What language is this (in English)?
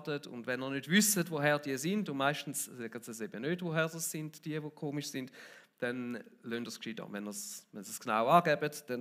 Swiss German